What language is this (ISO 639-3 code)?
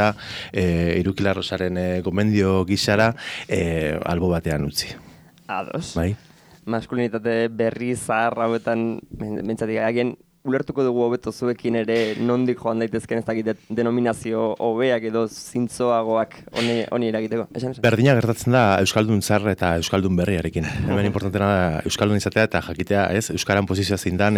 eus